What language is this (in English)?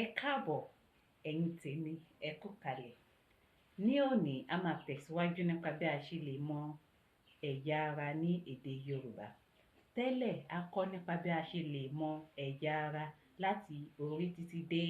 Yoruba